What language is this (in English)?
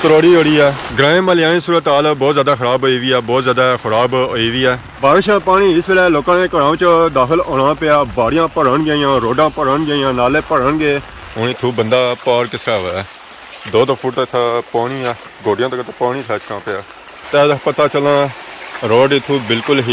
Pahari-Potwari